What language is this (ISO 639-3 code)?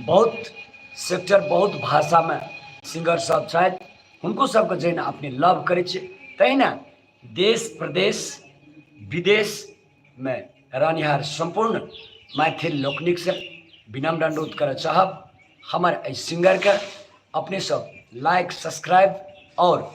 mai